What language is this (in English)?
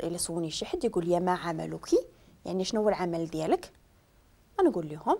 Moroccan Arabic